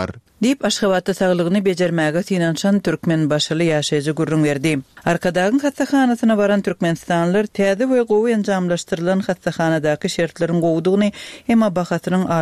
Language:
Turkmen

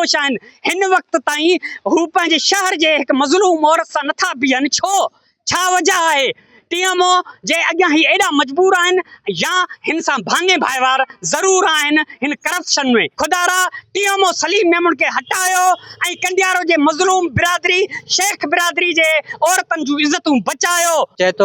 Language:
Sindhi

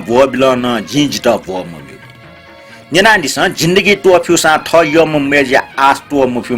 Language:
Newari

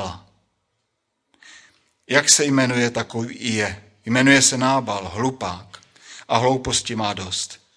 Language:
Czech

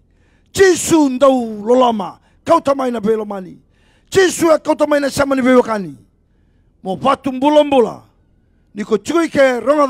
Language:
Fijian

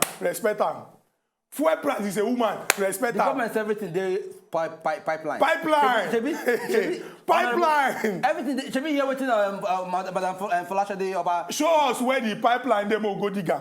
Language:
Nigerian Pidgin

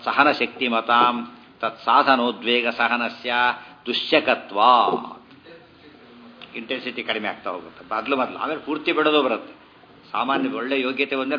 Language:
Kannada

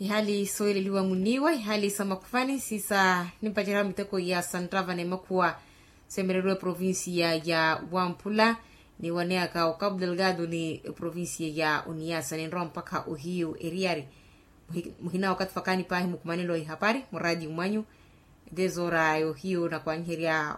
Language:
Makhuwa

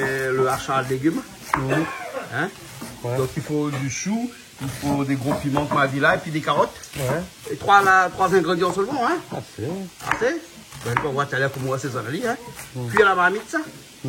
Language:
Réunion Creole French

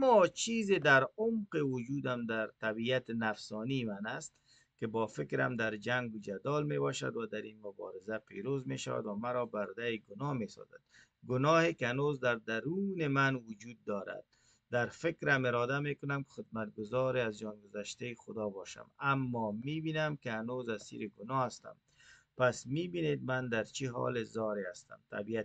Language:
Persian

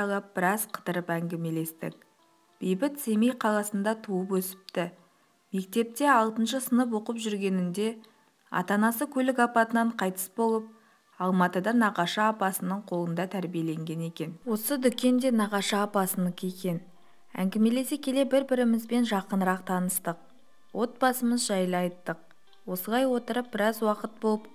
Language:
Kazakh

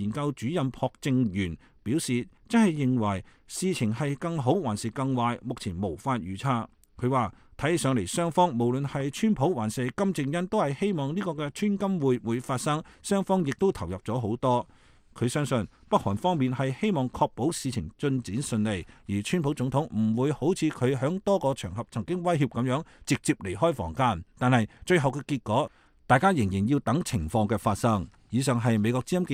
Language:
Cantonese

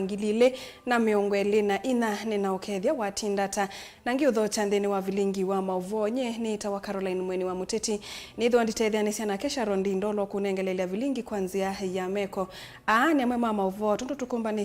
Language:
Kamba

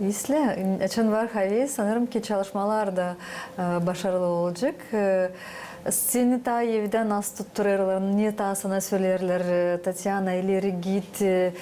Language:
Gagauz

